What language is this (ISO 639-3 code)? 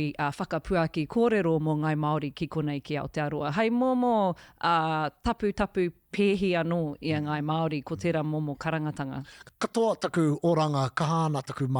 mri